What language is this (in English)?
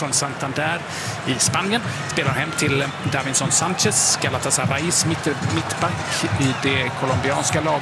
Swedish